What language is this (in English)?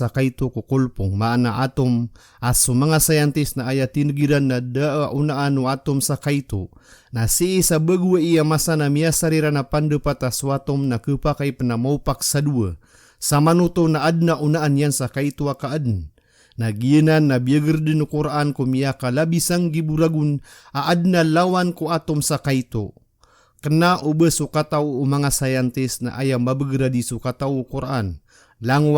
Maranao